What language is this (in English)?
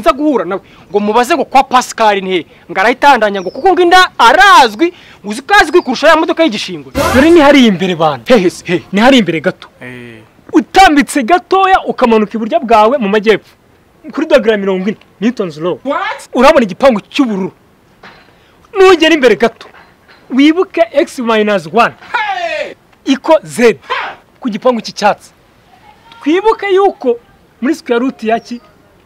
Kinyarwanda